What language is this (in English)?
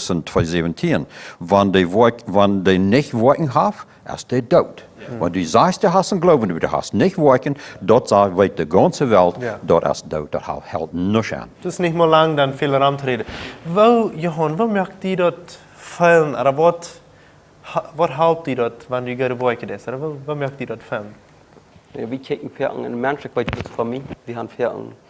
Plautdietsch